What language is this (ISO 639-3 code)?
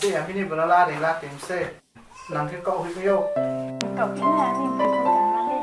ria